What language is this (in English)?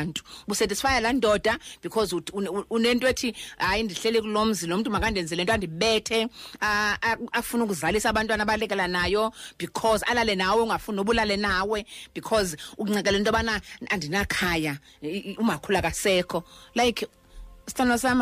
Xhosa